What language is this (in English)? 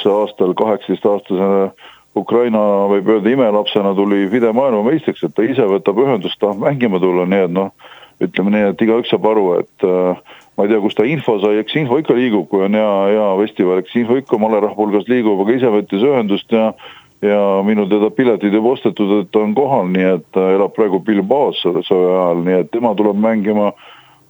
Estonian